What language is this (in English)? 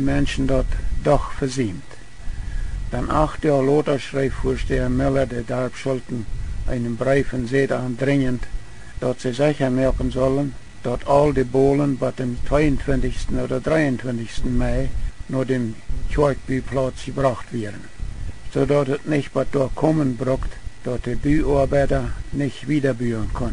Plautdietsch